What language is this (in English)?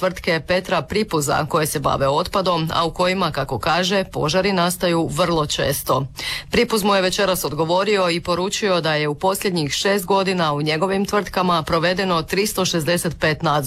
Croatian